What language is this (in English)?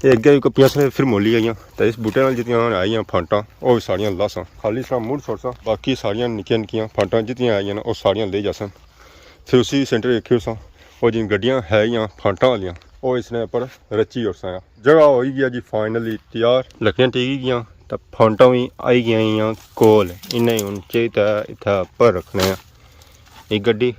Pahari-Potwari